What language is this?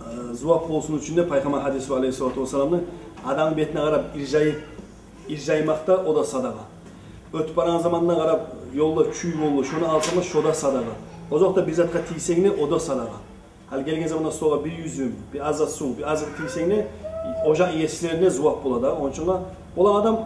Kumyk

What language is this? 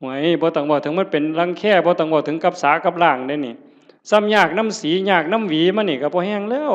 Northeastern Thai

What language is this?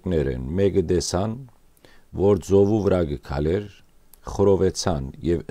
Western Armenian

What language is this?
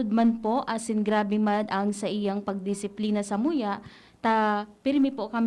Bikol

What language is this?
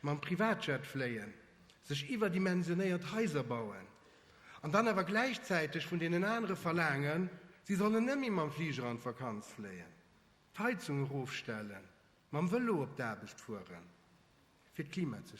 Luxembourgish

